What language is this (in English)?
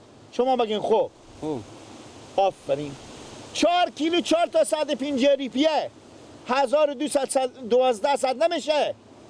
Persian